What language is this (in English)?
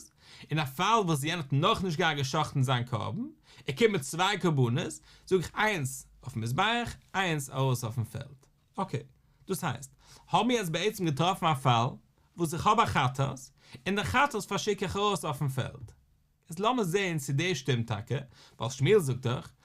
Yiddish